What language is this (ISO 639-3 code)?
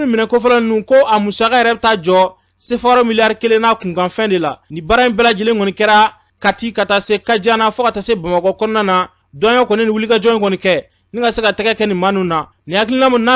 bam